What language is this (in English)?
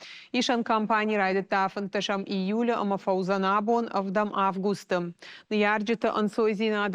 Ossetic